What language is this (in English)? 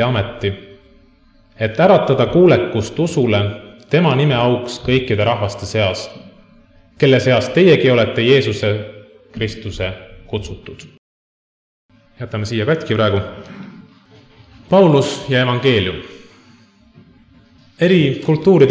Estonian